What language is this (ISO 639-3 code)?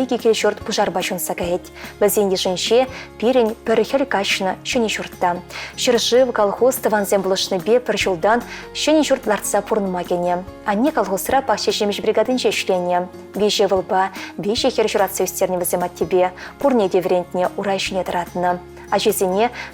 chv